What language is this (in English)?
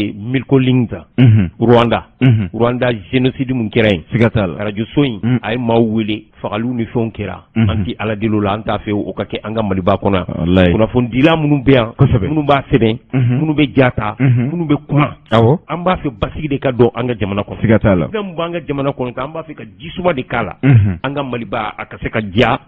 Bambara